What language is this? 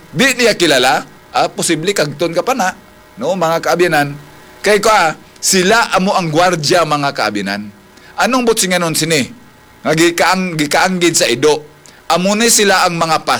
Hiligaynon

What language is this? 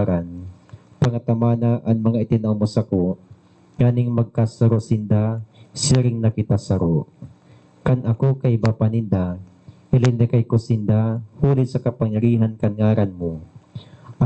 Bikol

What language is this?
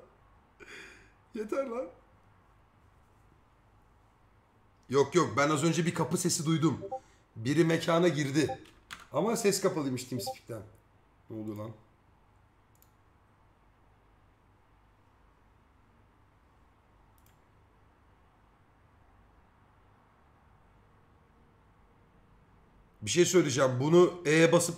Turkish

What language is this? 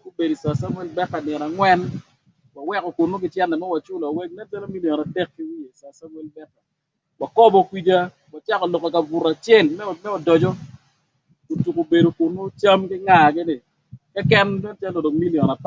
Acoli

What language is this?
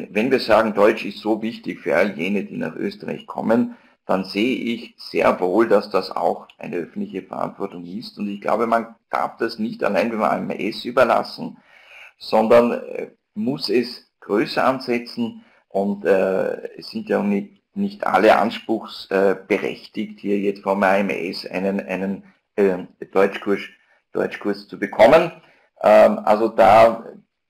German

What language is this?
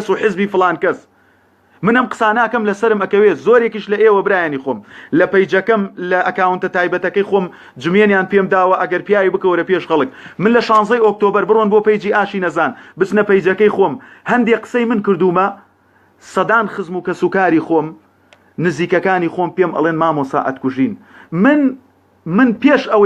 Central Kurdish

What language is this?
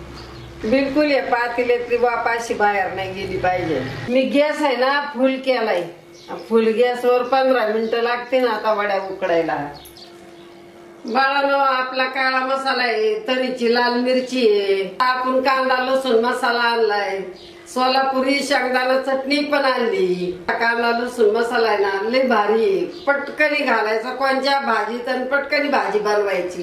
Marathi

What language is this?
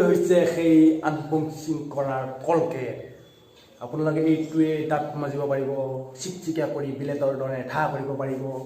Assamese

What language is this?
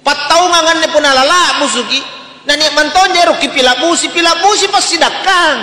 Makasar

